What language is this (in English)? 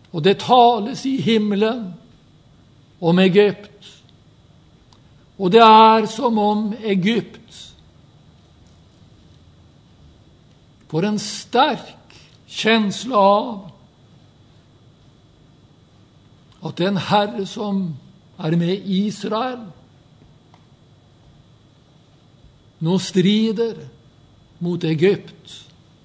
Norwegian